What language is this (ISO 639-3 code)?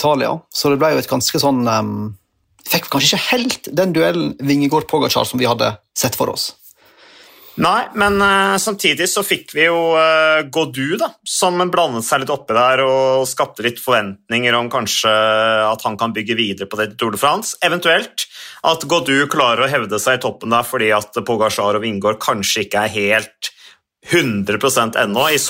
nor